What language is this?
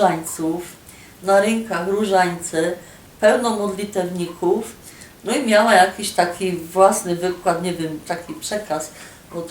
Silesian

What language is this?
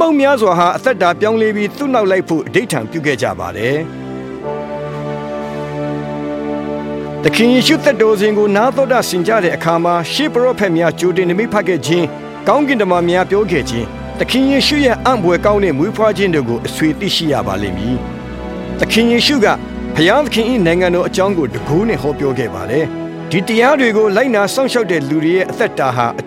Burmese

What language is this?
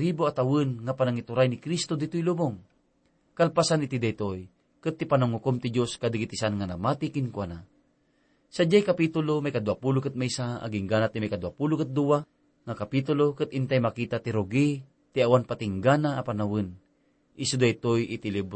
Iloko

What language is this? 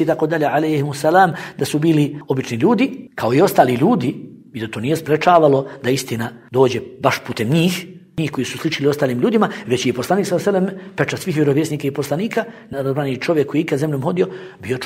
Bosnian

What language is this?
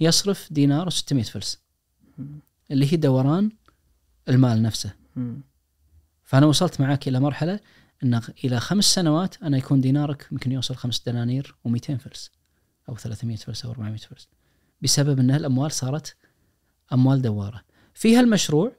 Najdi Arabic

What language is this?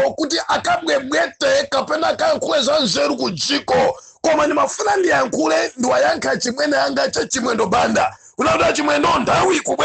Nyanja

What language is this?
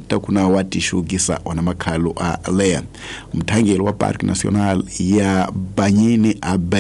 Tsonga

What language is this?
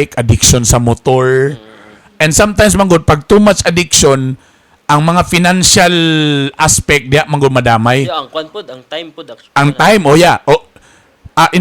Cebuano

